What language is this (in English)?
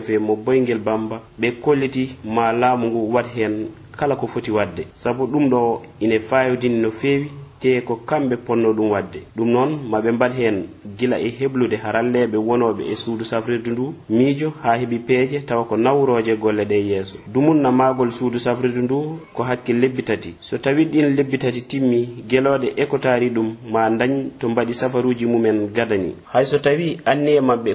Fula